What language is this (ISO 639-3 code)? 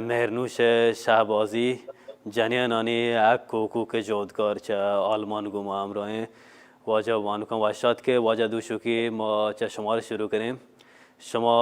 bal